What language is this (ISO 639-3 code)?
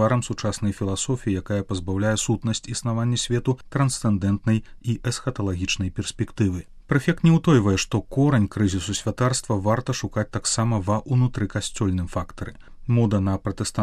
bel